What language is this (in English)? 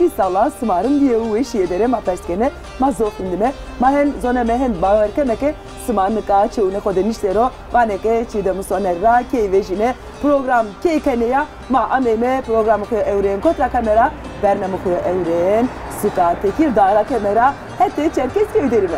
Zaza